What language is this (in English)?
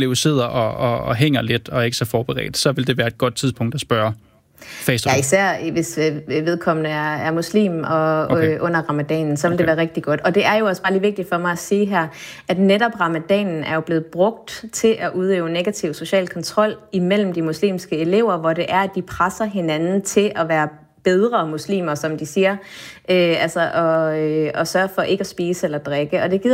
Danish